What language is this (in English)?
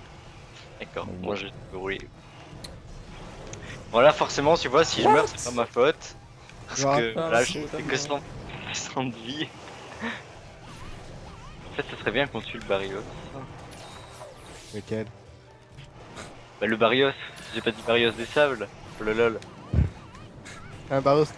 French